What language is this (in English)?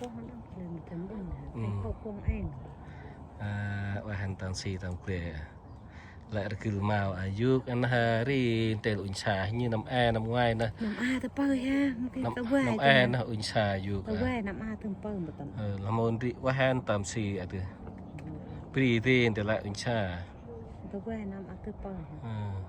Central Mnong